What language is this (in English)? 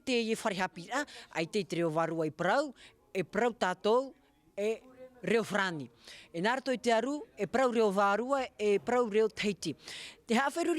Tahitian